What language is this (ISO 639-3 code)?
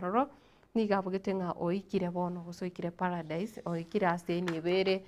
guz